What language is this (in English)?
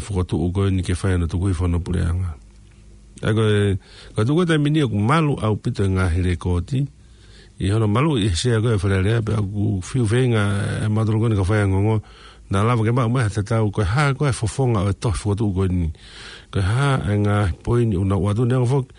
Tongan